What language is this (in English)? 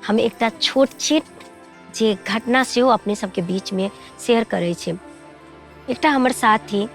Maithili